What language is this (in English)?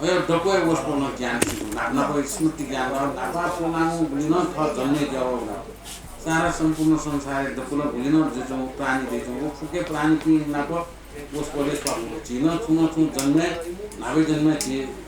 Newari